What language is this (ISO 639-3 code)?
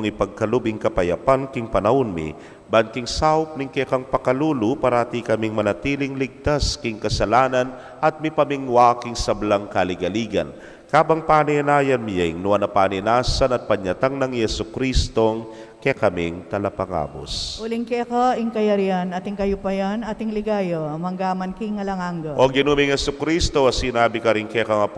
pam